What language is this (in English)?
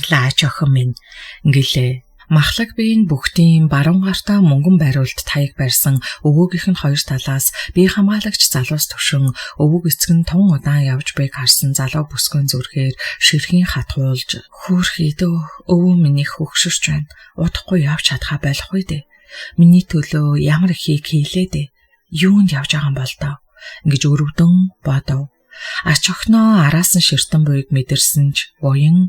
Mongolian